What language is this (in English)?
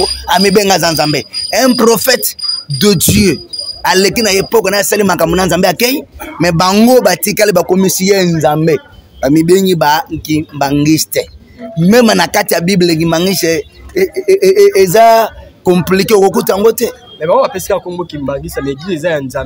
Lingala